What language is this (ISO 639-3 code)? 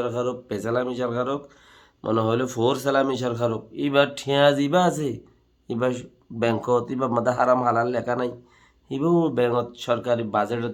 rhg